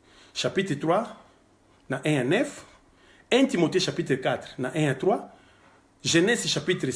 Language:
Lingala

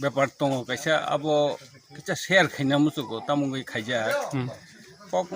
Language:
Kok Borok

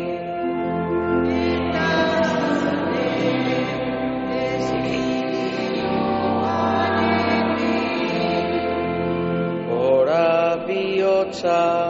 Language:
Basque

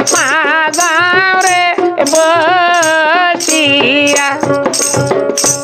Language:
Bangla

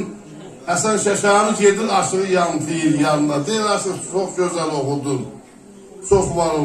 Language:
South Azerbaijani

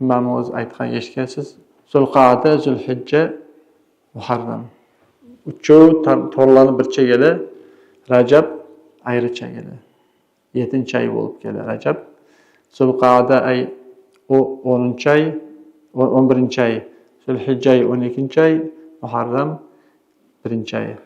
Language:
Kumyk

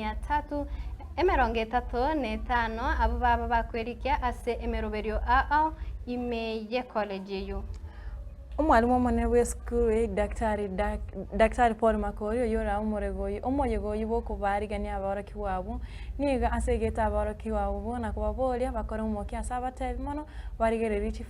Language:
Gusii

